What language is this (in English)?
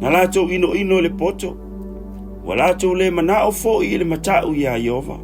Samoan